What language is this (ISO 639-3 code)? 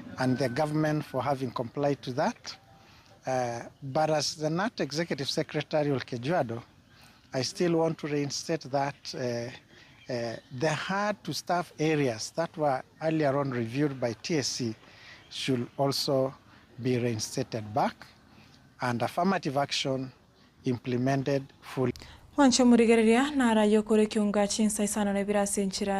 guz